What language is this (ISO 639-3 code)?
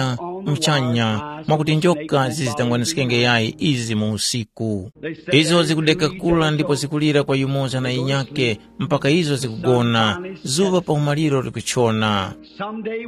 tum